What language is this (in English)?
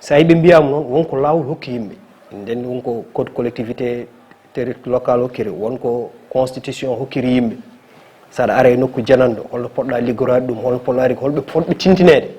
Fula